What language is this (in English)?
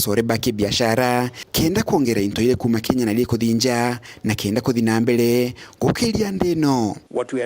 Meru